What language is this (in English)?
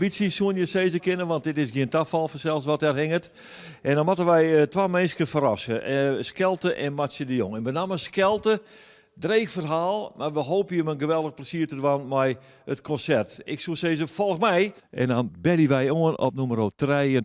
Western Frisian